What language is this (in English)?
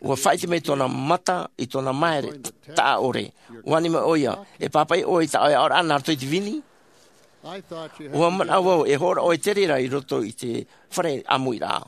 Tahitian